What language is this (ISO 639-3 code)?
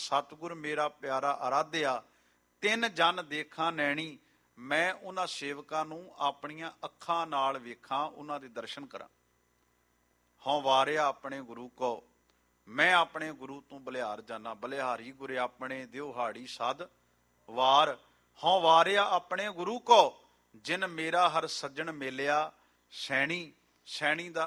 pan